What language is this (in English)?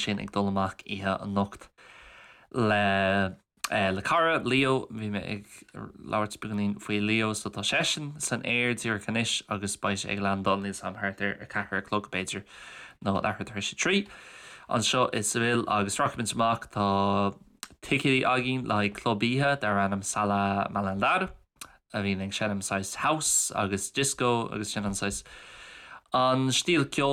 Irish